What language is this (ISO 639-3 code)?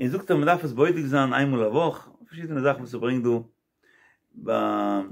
yid